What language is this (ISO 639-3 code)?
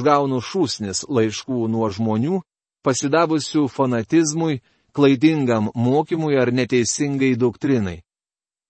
lit